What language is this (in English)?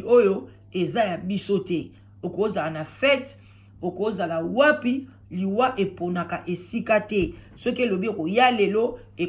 Lingala